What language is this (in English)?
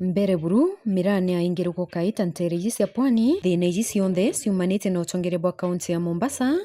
Meru